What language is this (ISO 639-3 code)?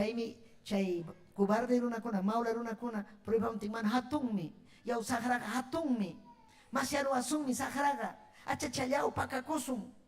quy